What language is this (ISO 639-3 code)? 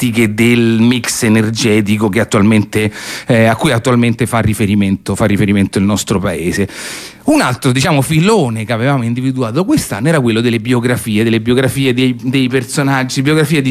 ita